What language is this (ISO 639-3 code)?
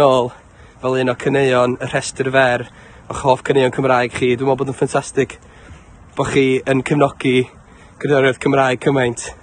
cym